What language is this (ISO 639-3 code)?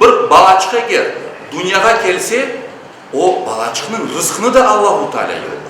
crh